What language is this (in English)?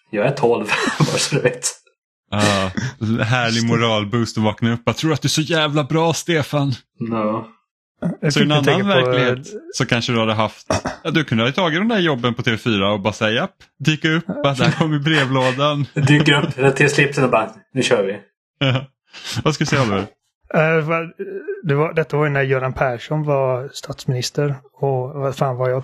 Swedish